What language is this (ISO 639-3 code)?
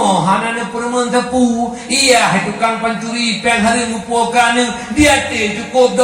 ace